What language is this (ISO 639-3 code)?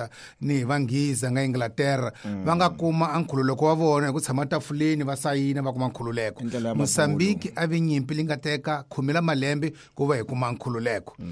tso